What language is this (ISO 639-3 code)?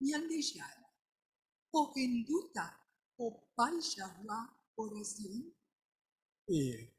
grn